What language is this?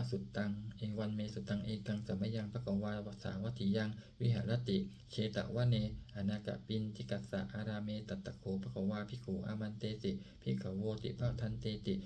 Pali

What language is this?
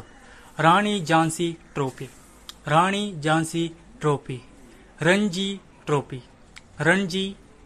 Kannada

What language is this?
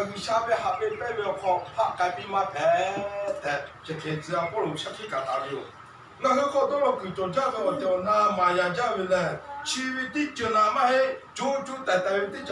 Lahu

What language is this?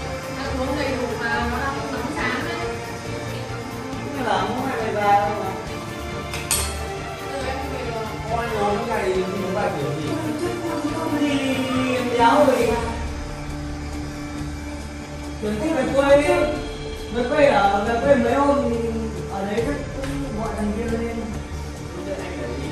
Vietnamese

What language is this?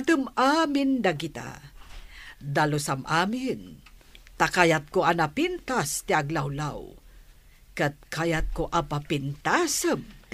Iloko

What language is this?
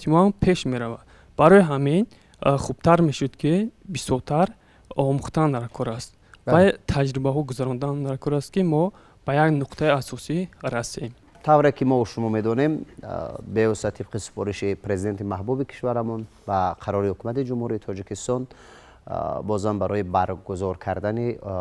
Tajik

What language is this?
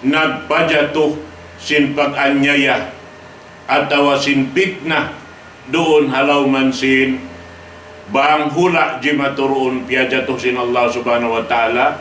Tausug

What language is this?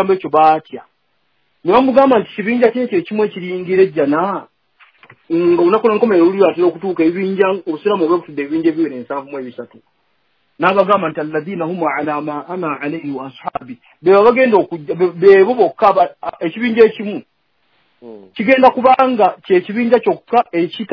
Ganda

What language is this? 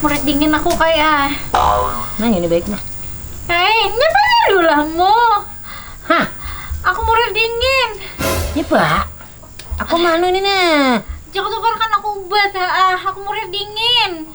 Banjar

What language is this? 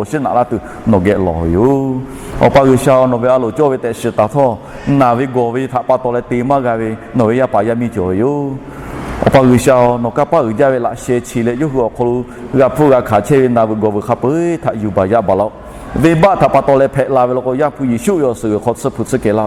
Lahu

